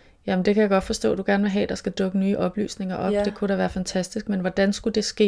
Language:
Danish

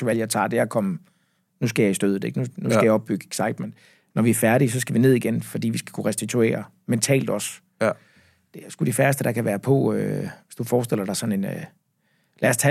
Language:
Danish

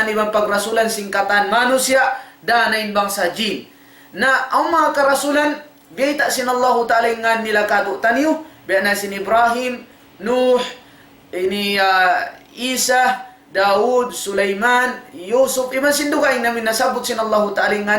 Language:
Tausug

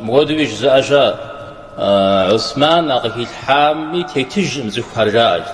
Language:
Kabardian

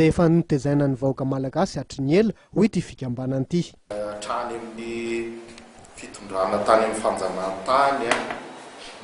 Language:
Malagasy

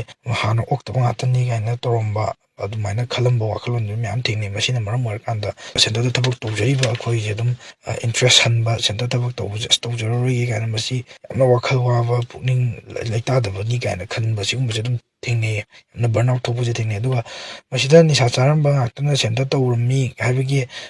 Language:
Manipuri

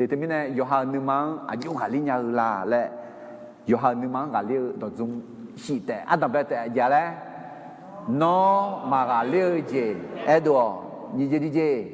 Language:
Akha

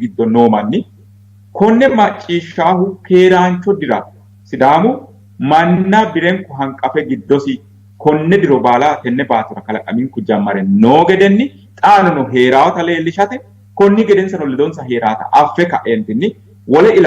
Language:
Sidamo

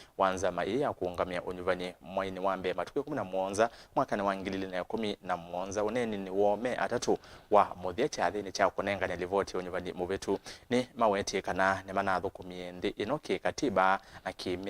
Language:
Kamba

